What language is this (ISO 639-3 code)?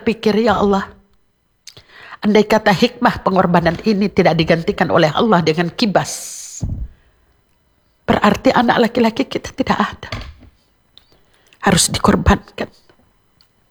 ind